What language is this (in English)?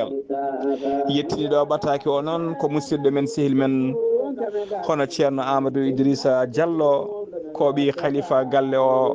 Fula